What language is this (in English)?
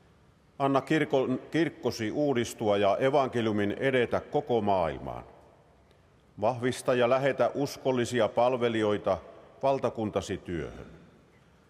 Finnish